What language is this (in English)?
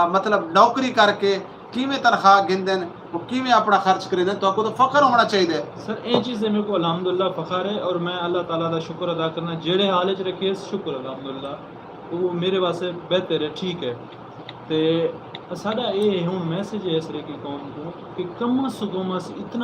Saraiki